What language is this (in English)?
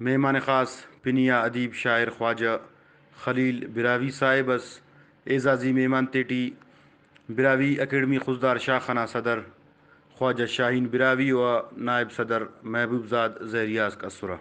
Brahui